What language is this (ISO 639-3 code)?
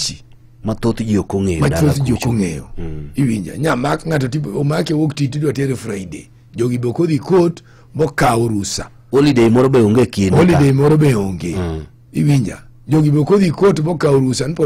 luo